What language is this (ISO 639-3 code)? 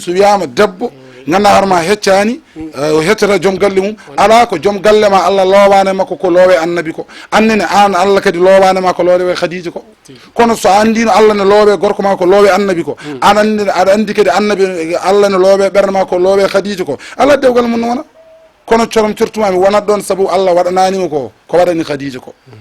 ful